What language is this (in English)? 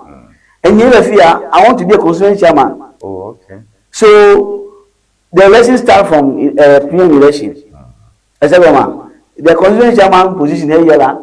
Ewe